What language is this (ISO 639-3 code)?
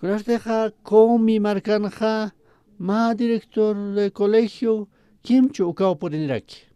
aym